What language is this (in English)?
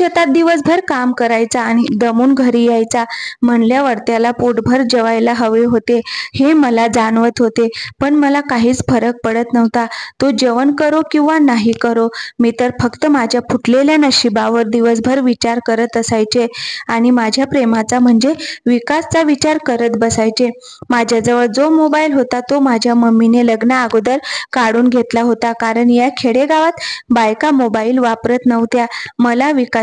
Marathi